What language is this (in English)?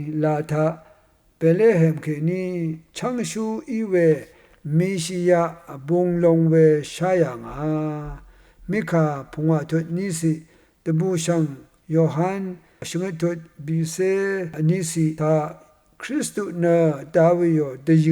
Rawang